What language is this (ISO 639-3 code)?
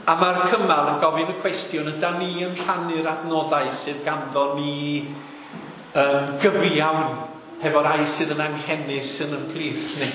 cym